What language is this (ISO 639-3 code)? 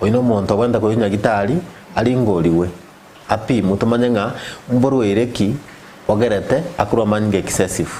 guz